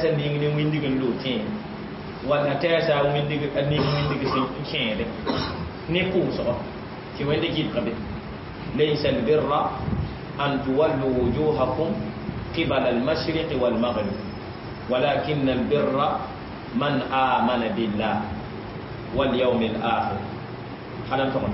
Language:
Mossi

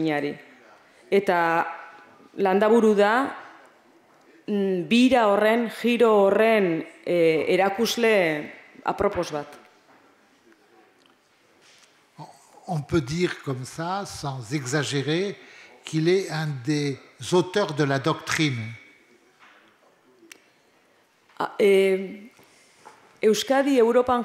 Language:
Basque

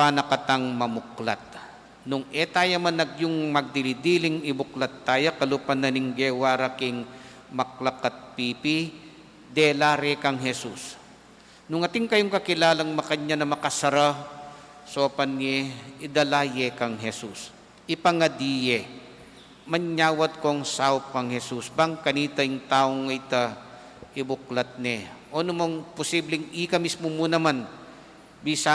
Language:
Pampanga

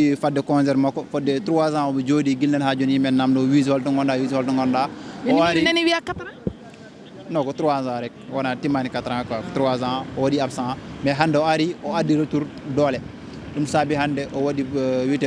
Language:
Fula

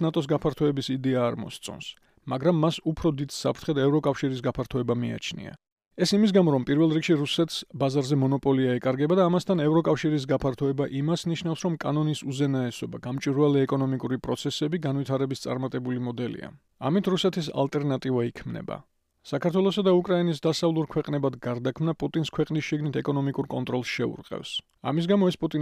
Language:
Georgian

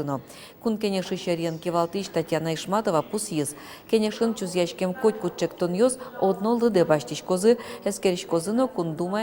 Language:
Udmurt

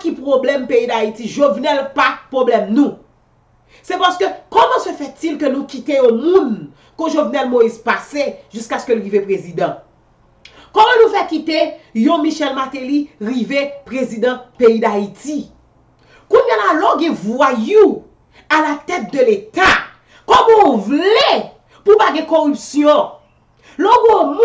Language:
Haitian Creole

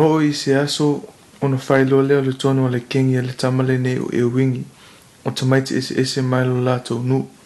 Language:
Samoan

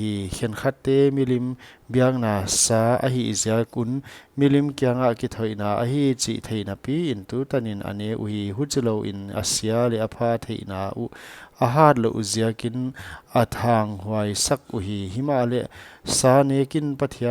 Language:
Paite Chin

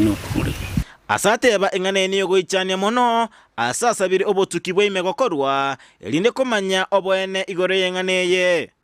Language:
Gusii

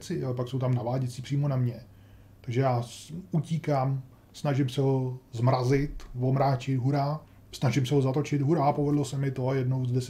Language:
Czech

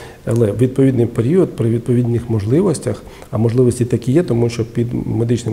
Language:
Ukrainian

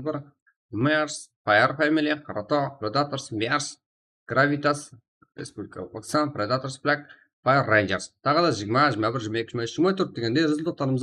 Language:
Kara-Kalpak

